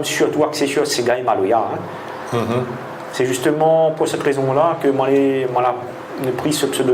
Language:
Réunion Creole French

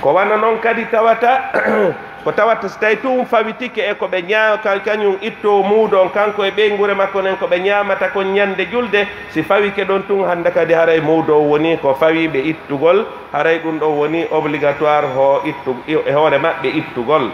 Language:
Pular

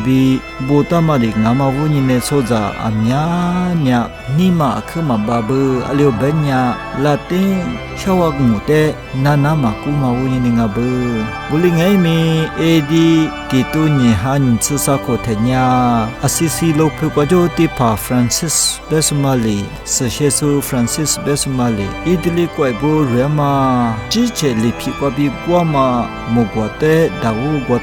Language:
Lisu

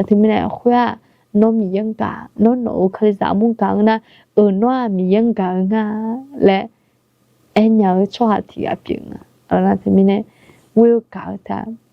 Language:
Akha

